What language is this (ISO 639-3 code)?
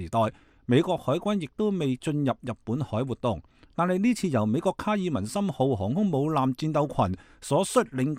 yue